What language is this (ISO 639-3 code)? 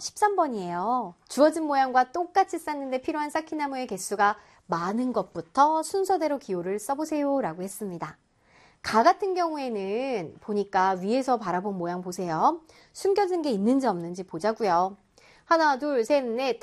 kor